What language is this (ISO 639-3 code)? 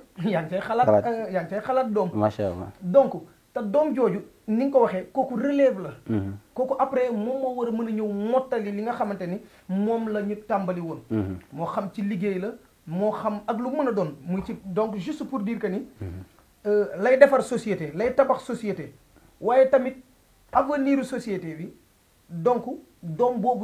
wol